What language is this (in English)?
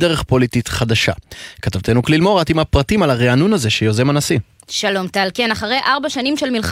Hebrew